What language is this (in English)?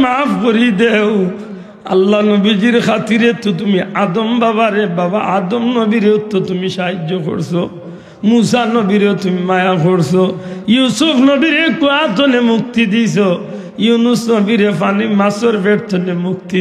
Sylheti